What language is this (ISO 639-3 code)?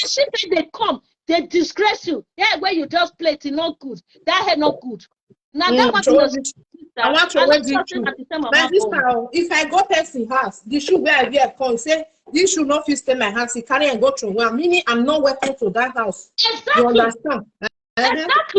pcm